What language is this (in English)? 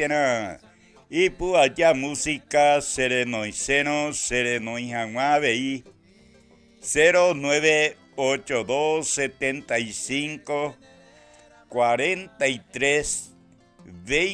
Guarani